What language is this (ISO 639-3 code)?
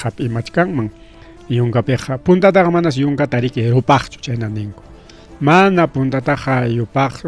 quy